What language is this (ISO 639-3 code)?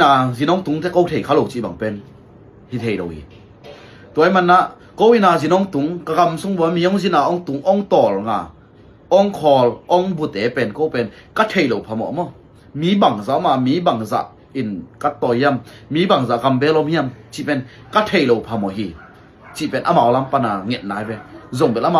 ctd